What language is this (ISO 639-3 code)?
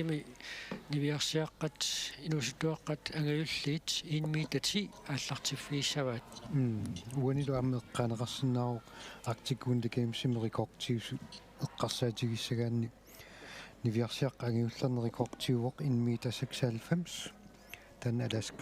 kal